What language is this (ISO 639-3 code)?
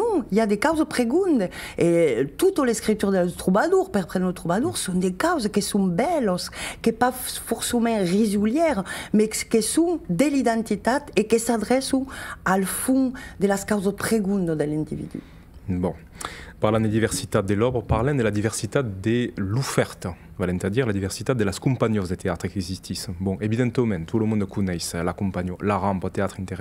oci